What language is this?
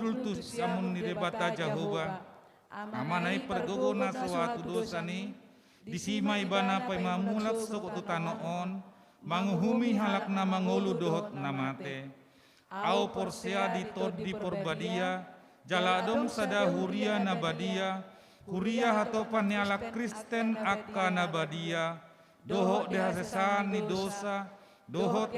Batak Toba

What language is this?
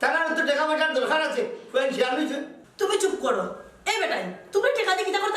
Sylheti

